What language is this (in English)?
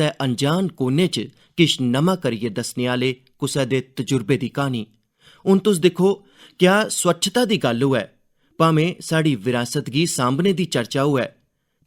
Dogri